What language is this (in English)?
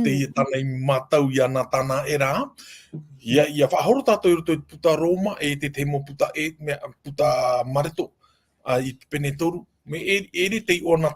Tahitian